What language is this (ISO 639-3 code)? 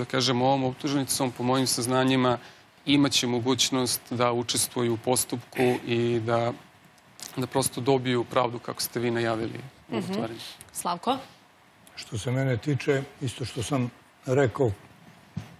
srp